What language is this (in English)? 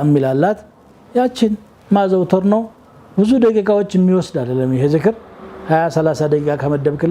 Amharic